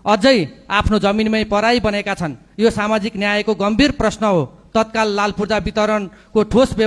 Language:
Nepali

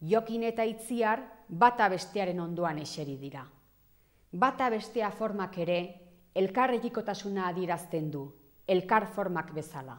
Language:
Basque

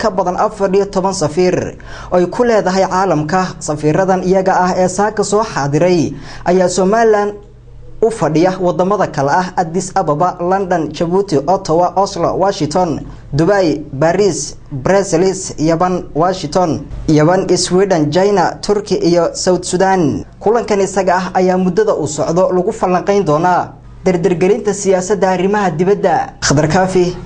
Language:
Somali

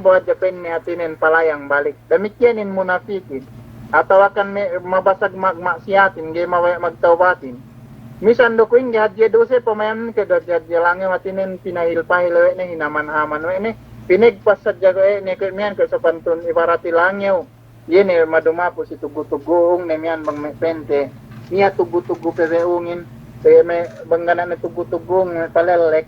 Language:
Yakan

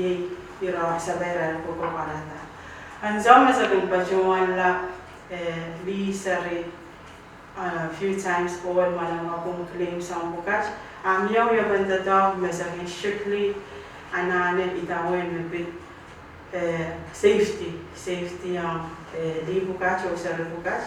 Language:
Pohnpeian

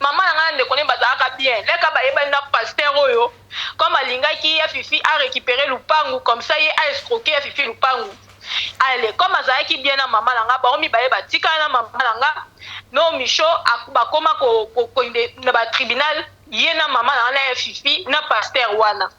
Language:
Lingala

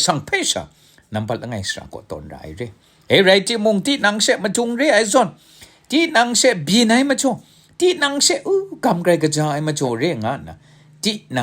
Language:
Kachin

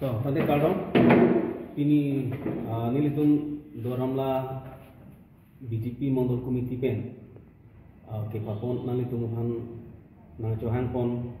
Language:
Karbi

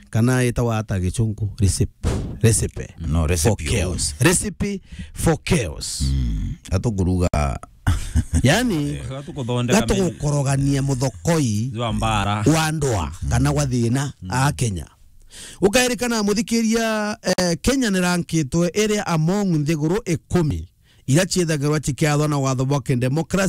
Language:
Meru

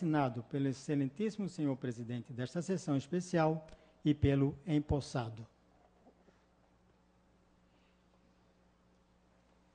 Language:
Portuguese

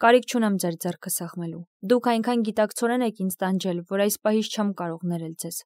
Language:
Armenian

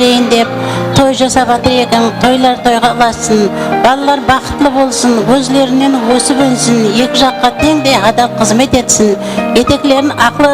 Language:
Kara-Kalpak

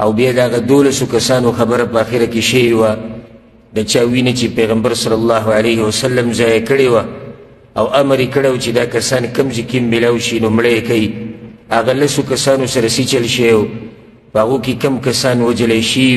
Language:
Pashto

